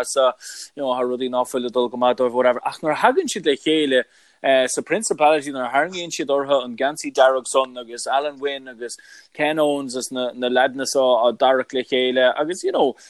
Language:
Irish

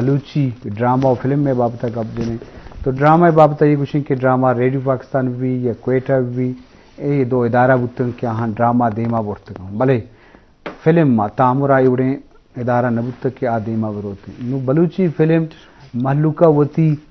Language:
Eastern Balochi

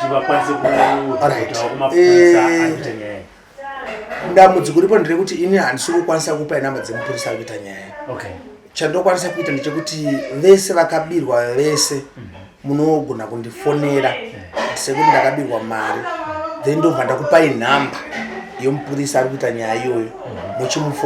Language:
Shona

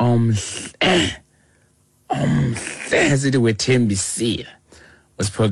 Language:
Xhosa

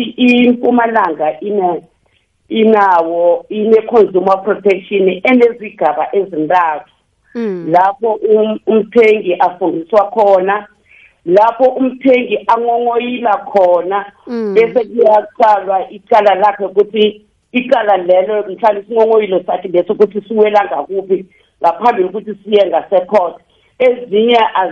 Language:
South Ndebele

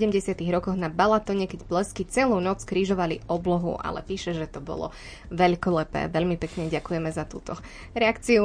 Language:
Slovak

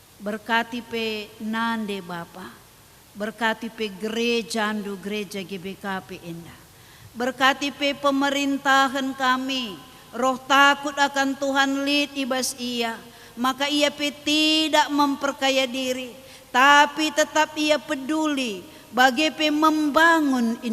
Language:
Batak Karo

